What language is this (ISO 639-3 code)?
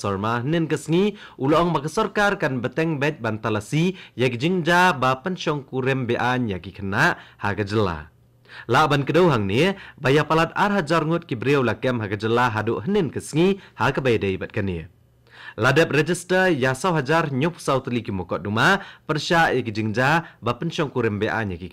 kha